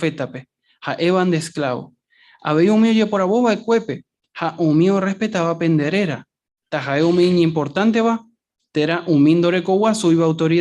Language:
Guarani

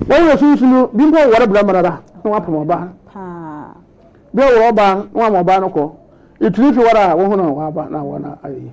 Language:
Akan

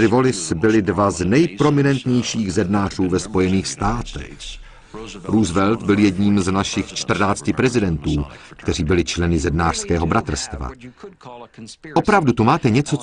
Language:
Czech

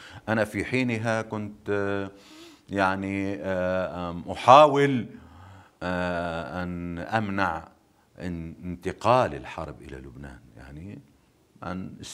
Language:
North Levantine Arabic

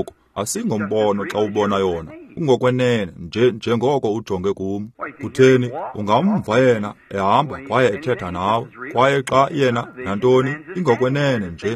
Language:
Xhosa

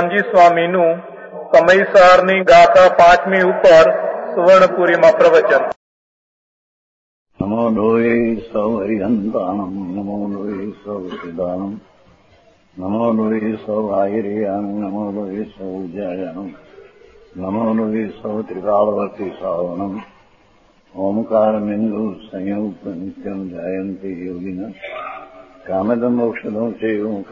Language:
Gujarati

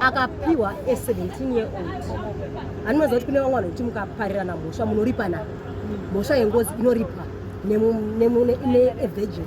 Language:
Shona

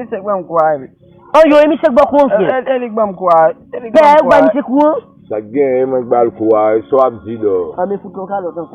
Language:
Haitian Creole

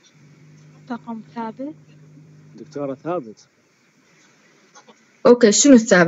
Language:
Mesopotamian Arabic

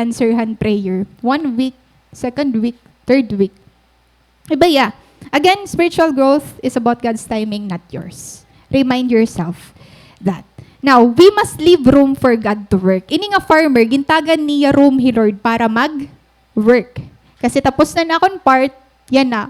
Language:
Waray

